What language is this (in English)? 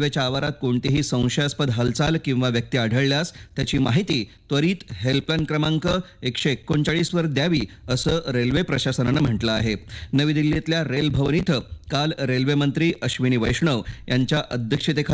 Marathi